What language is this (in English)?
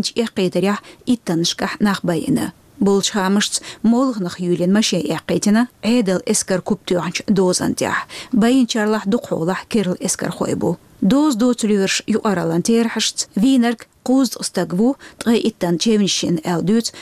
Chechen